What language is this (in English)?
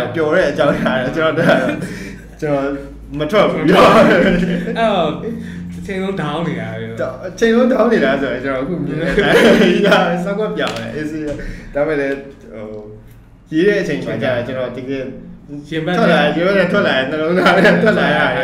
Burmese